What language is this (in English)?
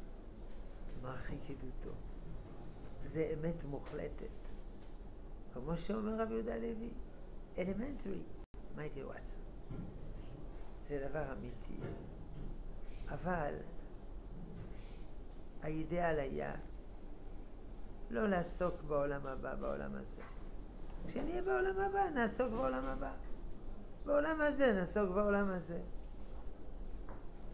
Hebrew